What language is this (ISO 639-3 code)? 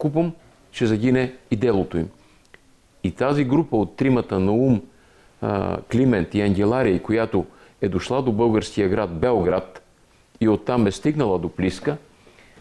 bul